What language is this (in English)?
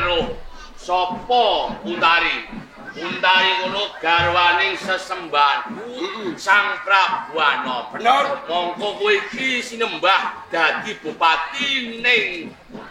Javanese